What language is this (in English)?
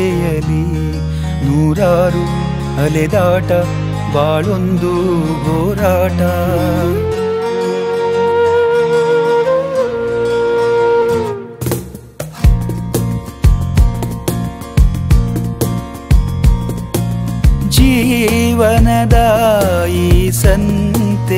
Kannada